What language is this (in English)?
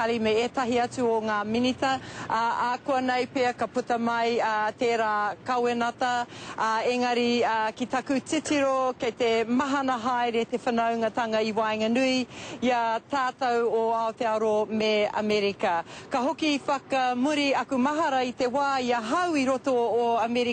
Māori